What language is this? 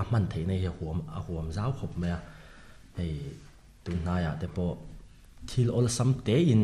Mizo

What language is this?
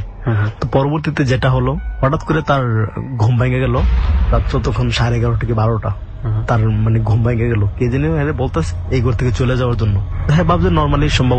Bangla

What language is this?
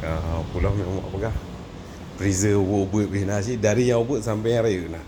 Achinese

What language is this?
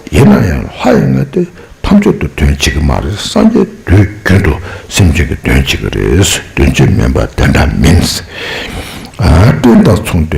Tibetan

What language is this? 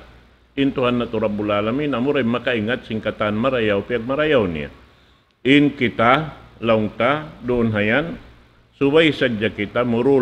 Tausug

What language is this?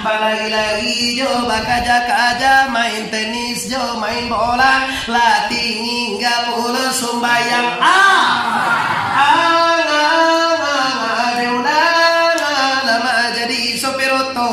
Minangkabau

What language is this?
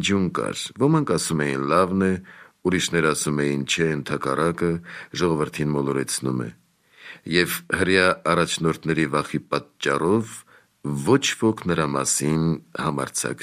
Armenian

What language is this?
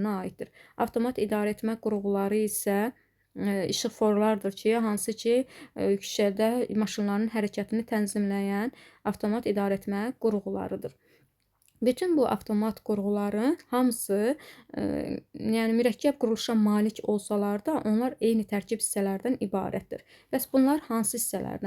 Azerbaijani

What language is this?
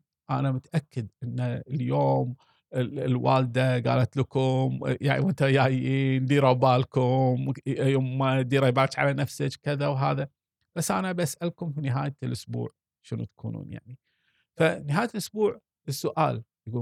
Gulf Arabic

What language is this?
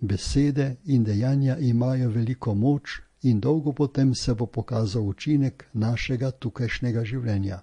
Slovenian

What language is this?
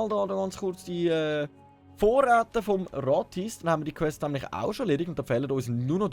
Swiss German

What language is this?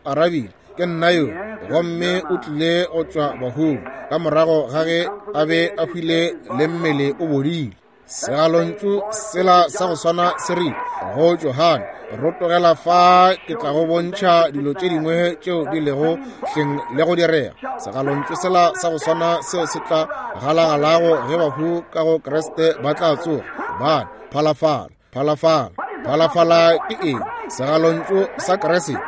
Northern Sotho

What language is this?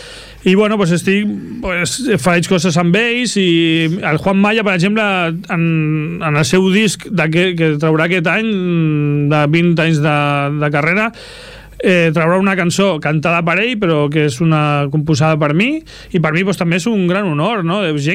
Catalan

